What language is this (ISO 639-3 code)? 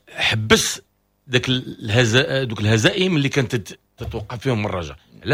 ary